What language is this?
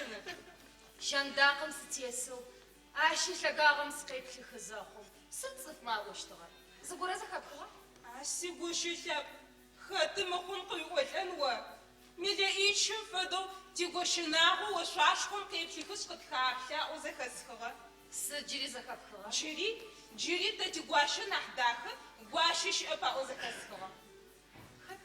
Adyghe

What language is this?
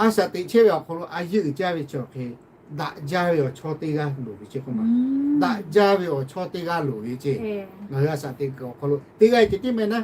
Lahu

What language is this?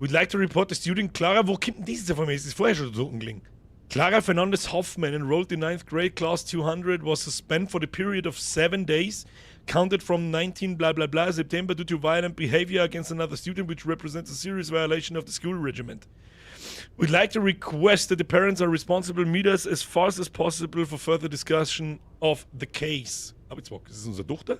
Bavarian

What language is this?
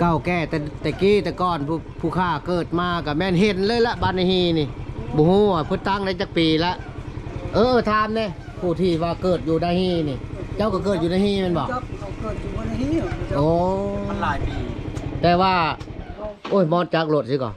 Lao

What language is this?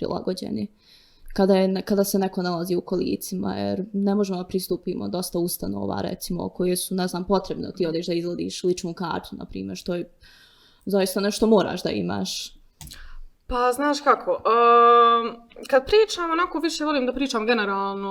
Bosnian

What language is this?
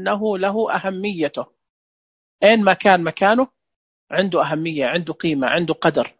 Najdi Arabic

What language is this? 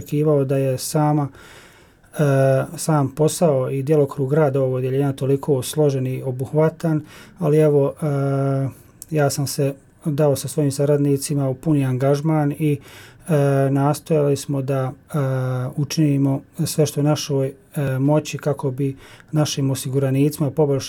Bosnian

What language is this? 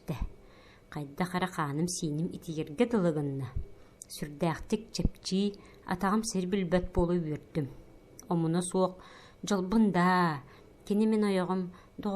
Yakut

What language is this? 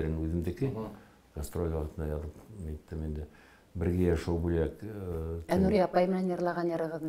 Bashkir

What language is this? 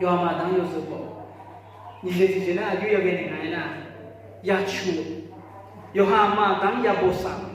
Akha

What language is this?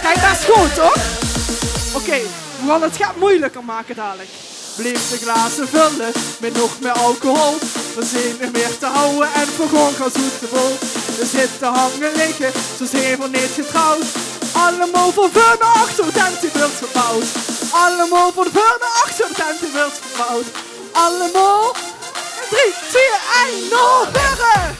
Limburgish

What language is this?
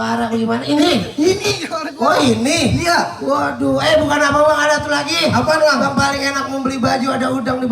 Betawi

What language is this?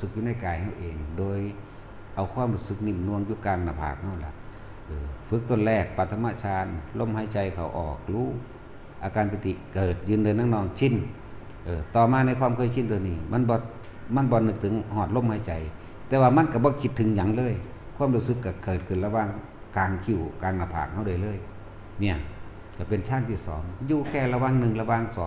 Lao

